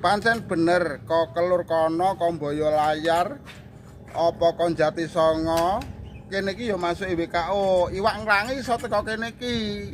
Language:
Javanese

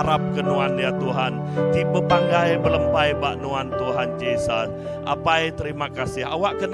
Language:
Iban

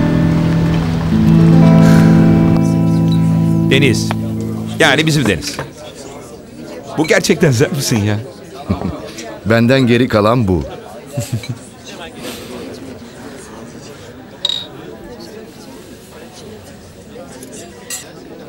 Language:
Turkish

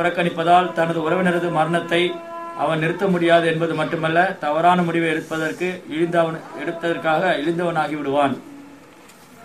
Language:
Tamil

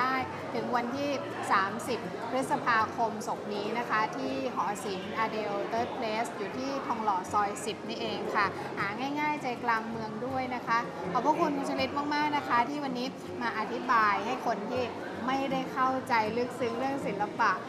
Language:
Thai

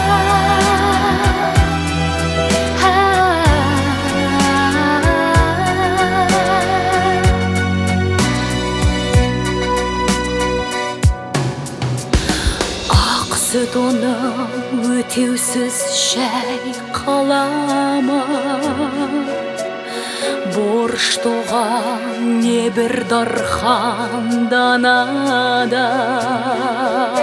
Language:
Kazakh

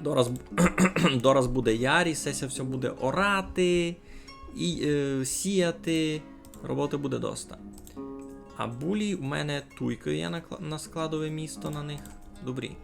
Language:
Rusyn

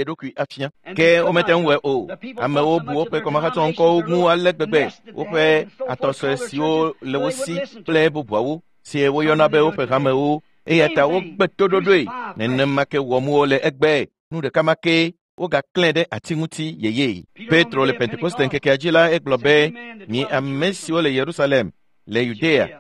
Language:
Ewe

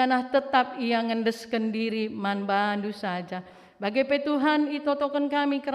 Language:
Batak Karo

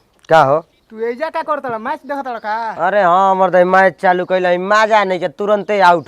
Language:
Bhojpuri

